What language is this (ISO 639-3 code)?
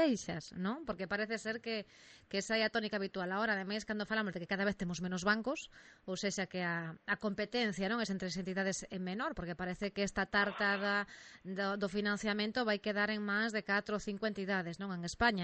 glg